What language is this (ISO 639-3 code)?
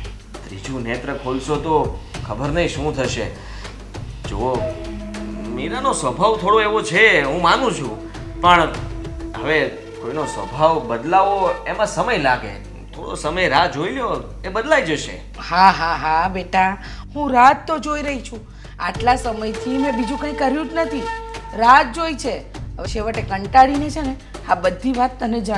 guj